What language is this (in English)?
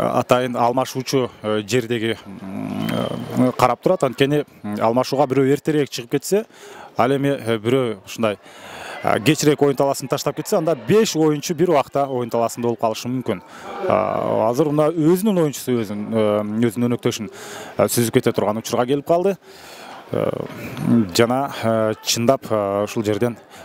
Kyrgyz